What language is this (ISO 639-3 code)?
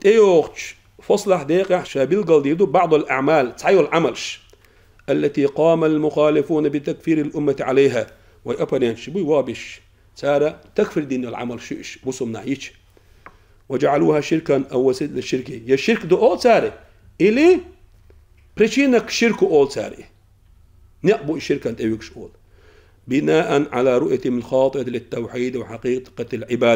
che